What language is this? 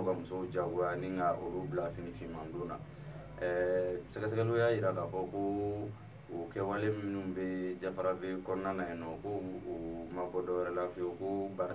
Bambara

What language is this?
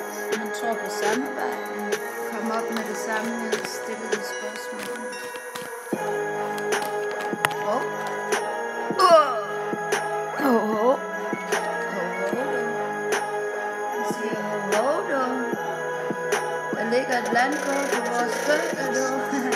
Danish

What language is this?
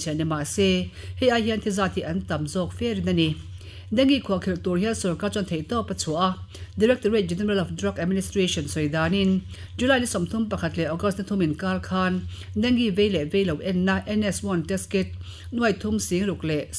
Mizo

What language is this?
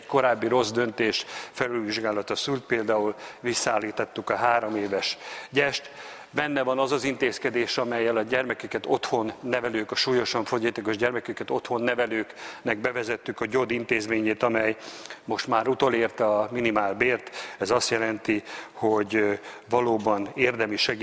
Hungarian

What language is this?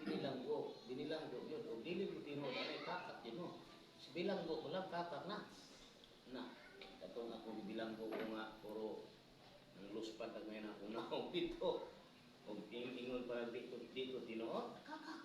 Cebuano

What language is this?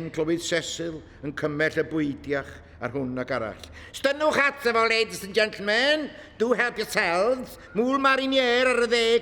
Welsh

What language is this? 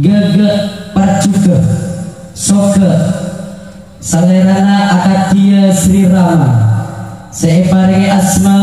Madurese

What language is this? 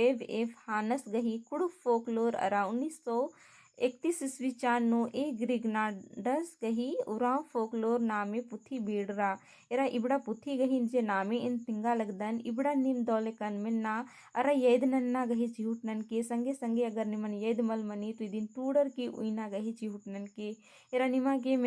Kurukh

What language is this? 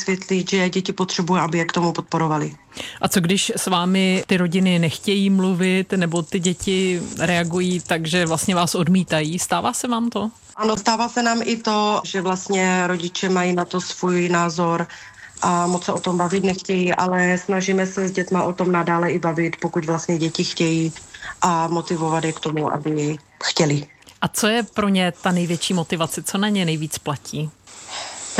Czech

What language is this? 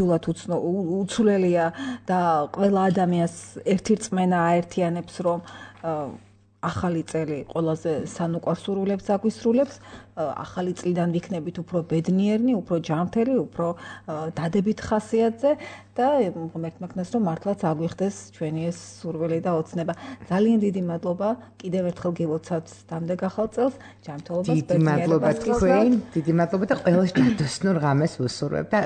Georgian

